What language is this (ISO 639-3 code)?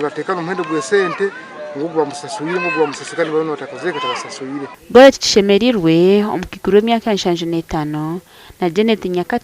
nyn